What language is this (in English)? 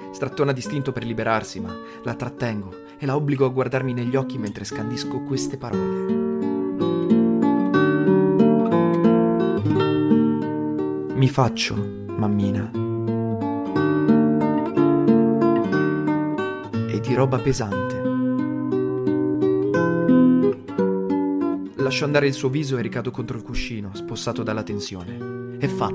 Italian